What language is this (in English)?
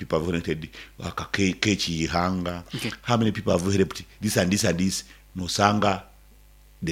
Nyoro